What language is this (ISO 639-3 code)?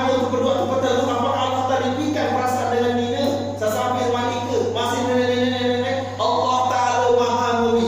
sas